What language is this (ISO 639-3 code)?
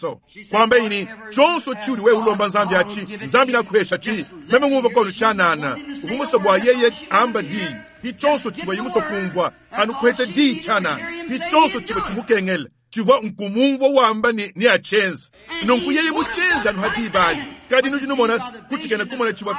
lua